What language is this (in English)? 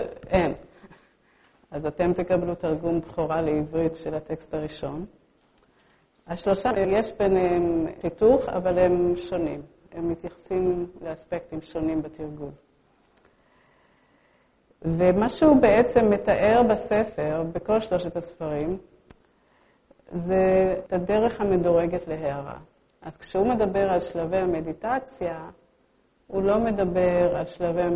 Hebrew